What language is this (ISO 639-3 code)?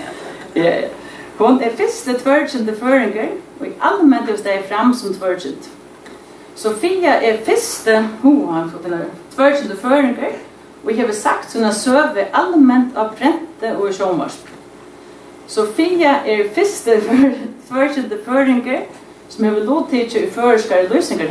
fao